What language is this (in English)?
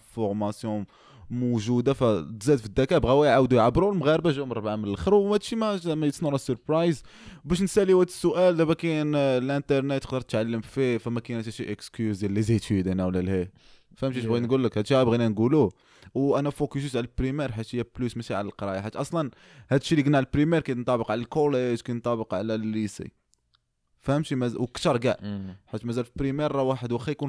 Moroccan Arabic